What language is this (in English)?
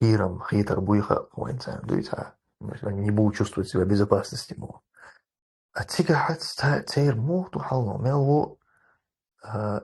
Chechen